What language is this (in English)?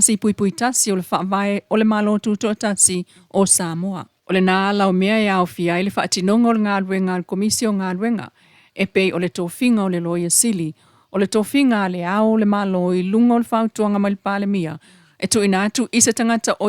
Samoan